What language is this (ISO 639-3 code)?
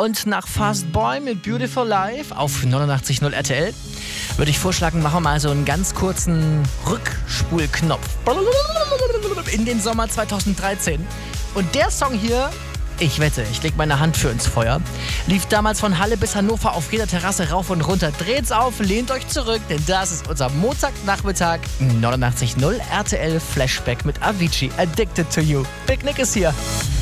deu